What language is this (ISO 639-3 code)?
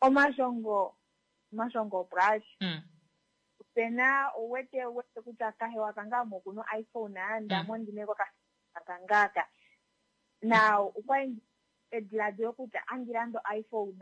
kua